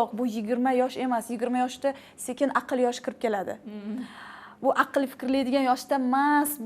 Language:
Uzbek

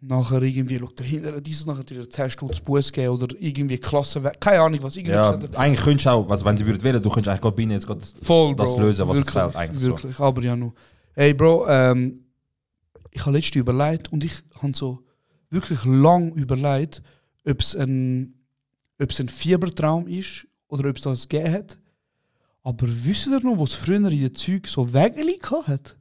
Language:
Swiss German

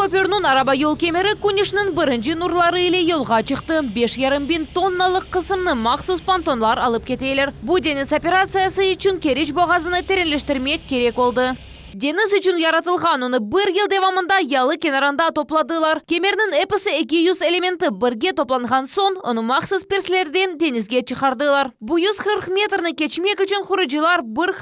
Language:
Crimean Tatar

